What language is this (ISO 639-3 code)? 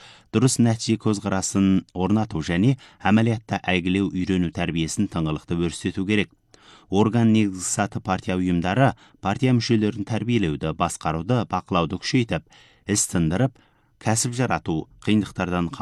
kaz